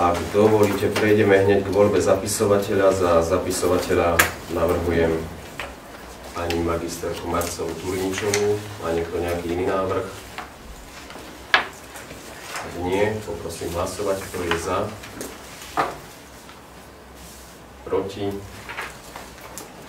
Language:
Slovak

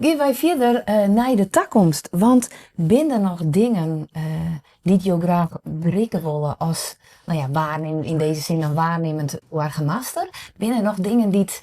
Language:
Western Frisian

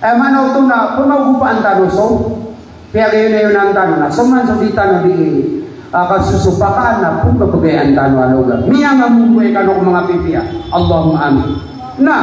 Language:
Maranao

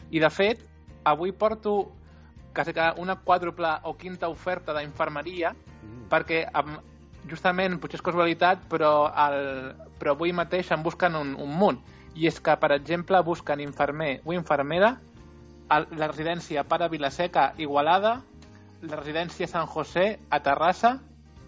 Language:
Catalan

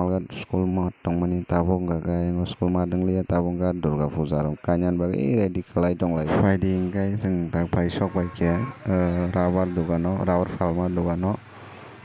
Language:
Kok Borok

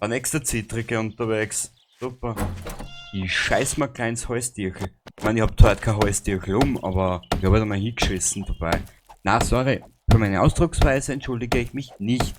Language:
Bavarian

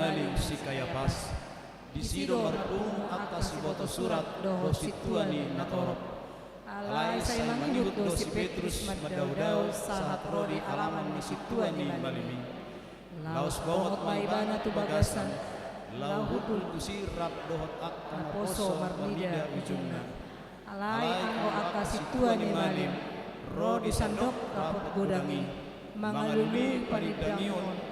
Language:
Batak Toba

